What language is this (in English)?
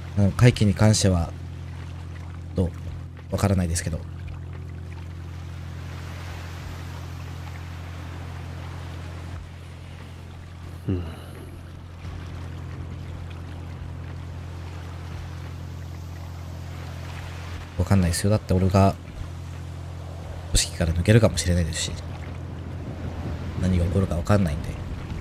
Japanese